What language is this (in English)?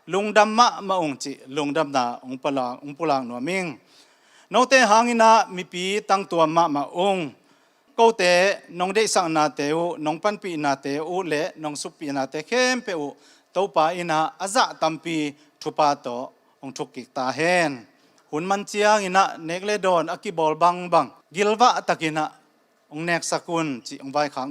Tedim Chin